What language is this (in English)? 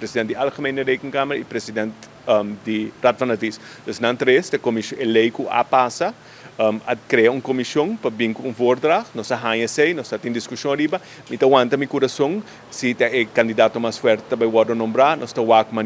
Papiamento